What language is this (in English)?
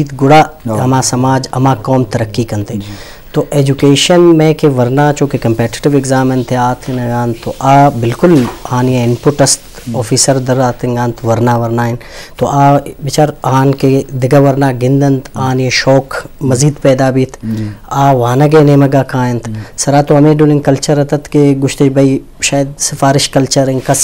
Eastern Balochi